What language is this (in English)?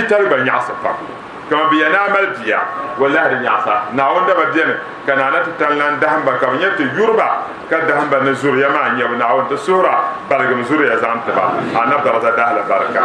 Dagbani